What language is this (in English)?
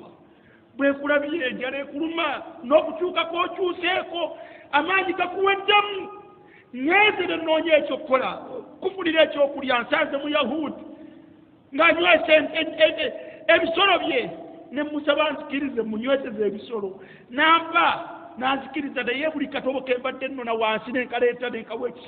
Ganda